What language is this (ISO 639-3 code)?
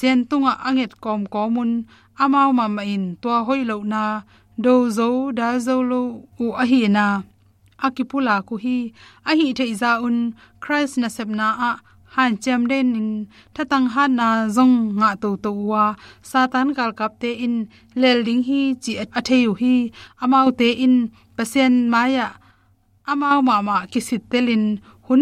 ctd